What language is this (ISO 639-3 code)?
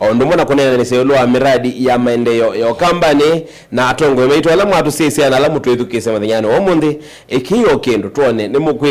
kam